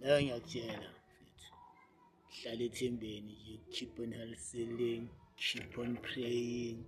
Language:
Zulu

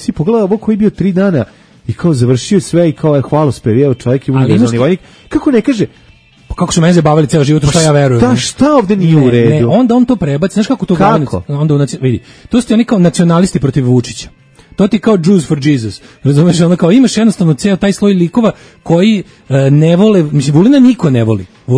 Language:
Serbian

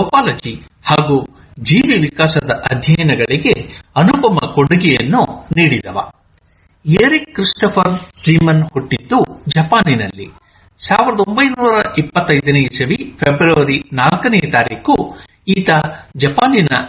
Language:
Kannada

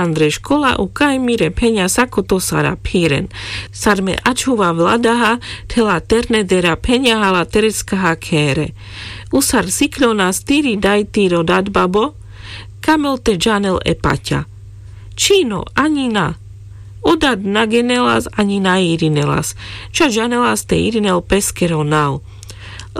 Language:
Carpathian Romani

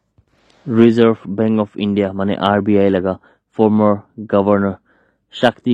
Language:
Naga Pidgin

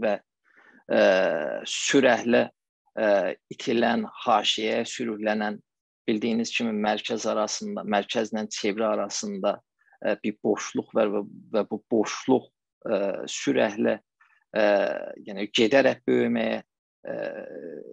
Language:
South Azerbaijani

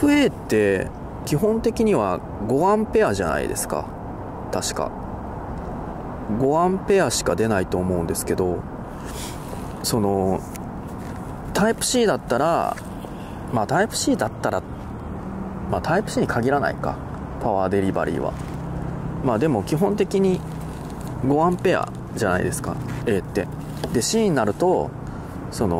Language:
Japanese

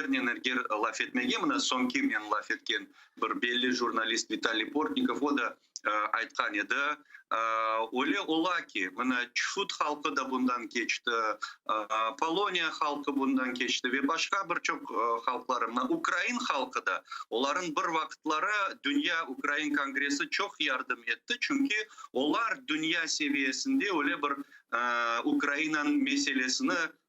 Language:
Crimean Tatar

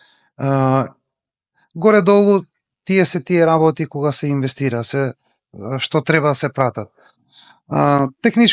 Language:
Macedonian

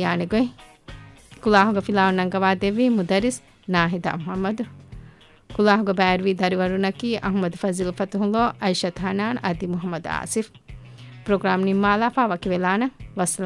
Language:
Divehi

